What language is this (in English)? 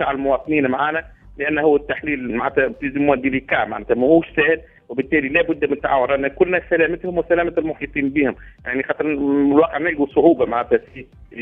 Tunisian Arabic